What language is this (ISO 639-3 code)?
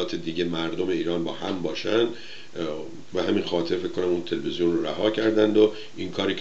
fas